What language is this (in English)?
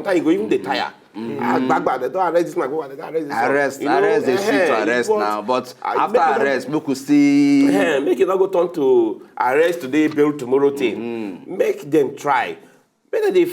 Nigerian Pidgin